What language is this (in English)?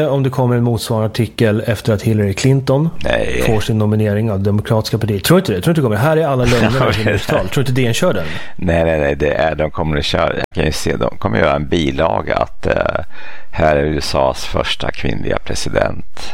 Swedish